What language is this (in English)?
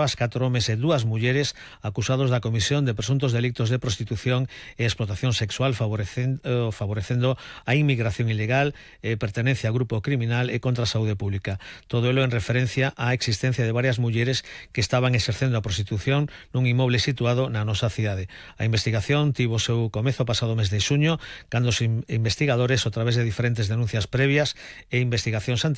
Galician